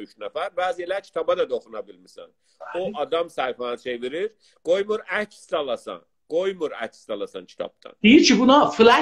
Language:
South Azerbaijani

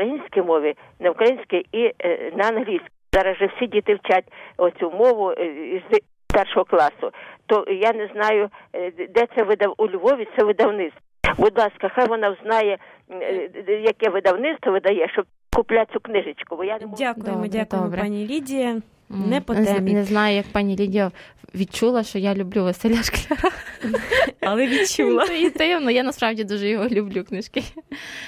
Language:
Ukrainian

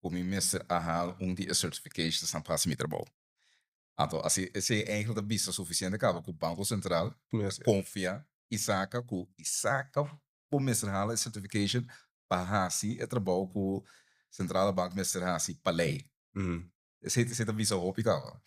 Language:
Papiamento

